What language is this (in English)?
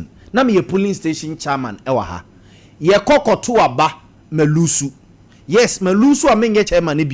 Akan